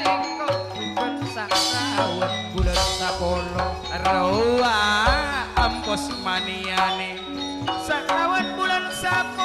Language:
Madurese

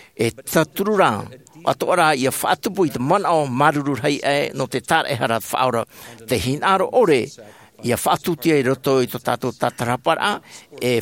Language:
Tahitian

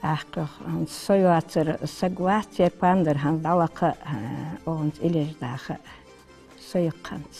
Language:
Ingush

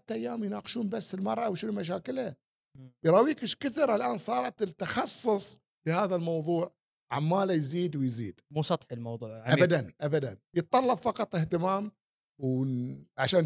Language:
Gulf Arabic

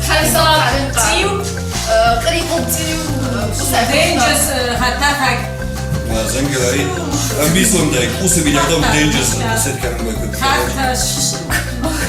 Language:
Ossetic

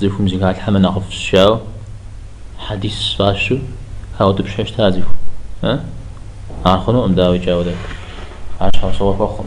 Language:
Kabardian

